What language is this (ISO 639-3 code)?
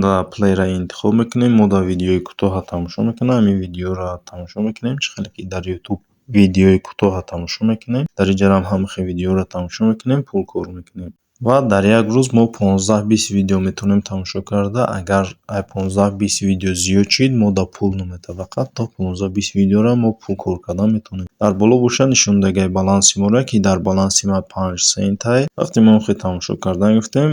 tgk